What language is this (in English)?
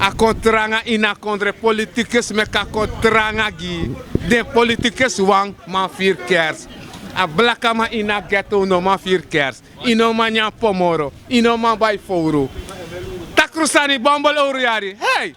Sranan Tongo